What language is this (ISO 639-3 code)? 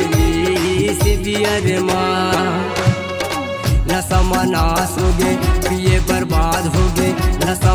hne